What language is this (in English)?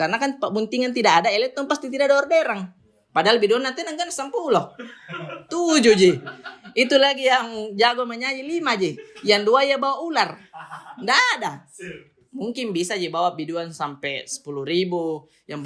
Makassar Malay